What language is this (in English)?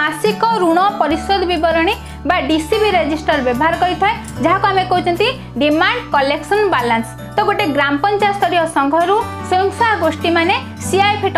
Odia